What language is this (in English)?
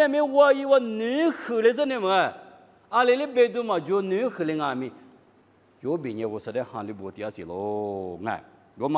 Lisu